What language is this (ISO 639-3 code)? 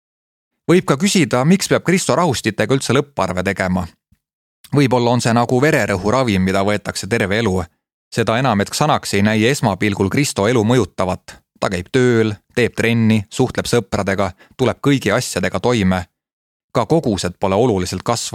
est